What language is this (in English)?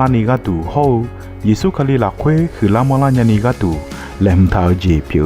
Akha